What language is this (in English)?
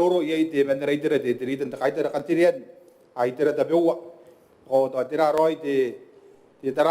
Gilbertese